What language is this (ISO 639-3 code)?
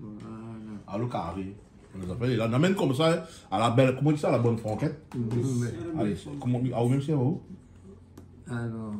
rcf